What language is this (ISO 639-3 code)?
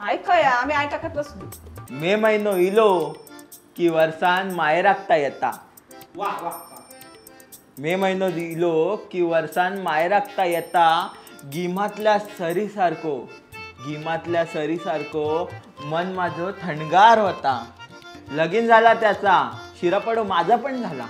kok